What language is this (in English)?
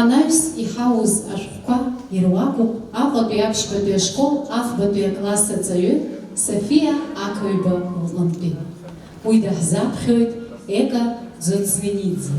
Abkhazian